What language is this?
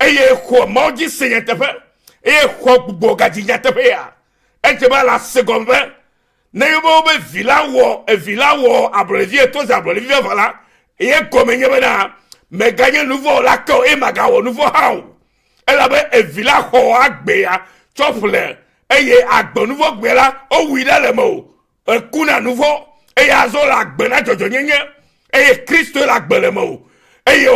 Ewe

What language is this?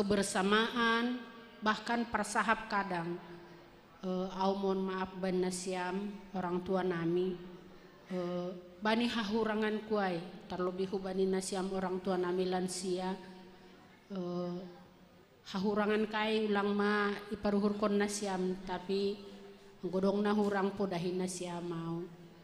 Batak Simalungun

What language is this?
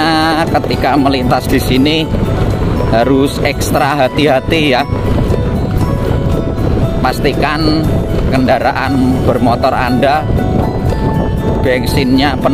Indonesian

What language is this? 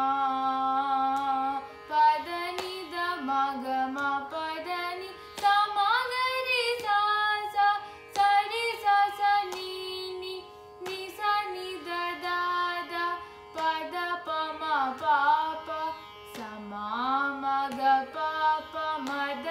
Telugu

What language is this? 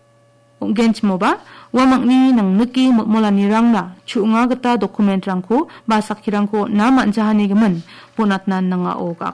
Garo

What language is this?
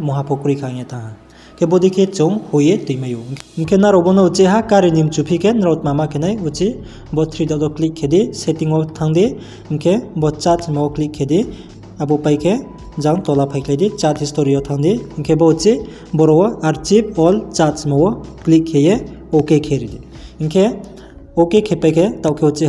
Riang (India)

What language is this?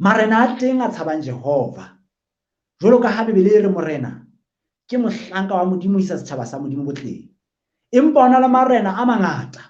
Southern Sotho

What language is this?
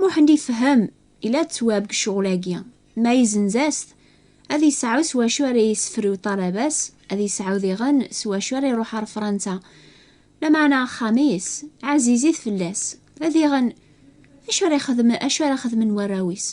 Kabyle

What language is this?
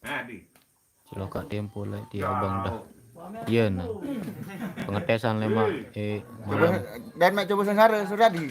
Sasak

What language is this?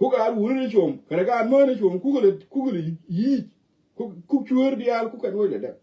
Nuer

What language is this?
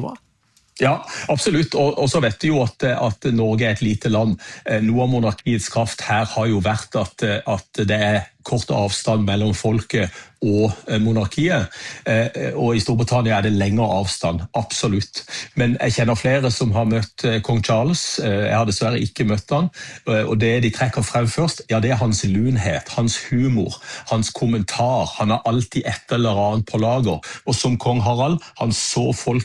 Norwegian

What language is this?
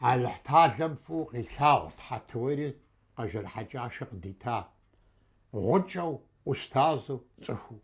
Kabardian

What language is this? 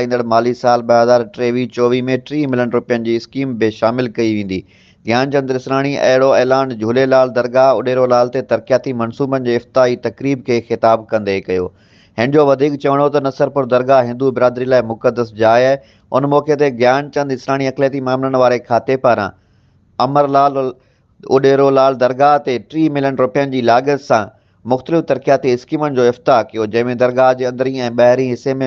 Sindhi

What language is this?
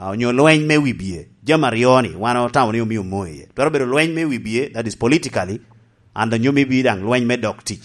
Lango (Uganda)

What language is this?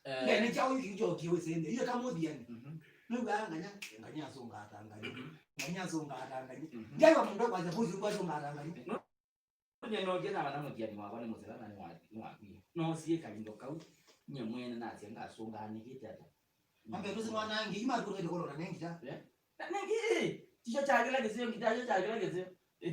Kamba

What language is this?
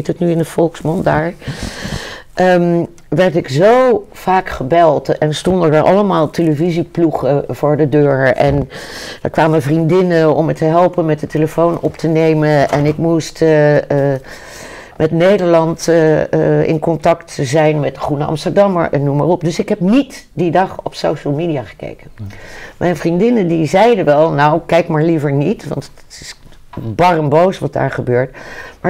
Dutch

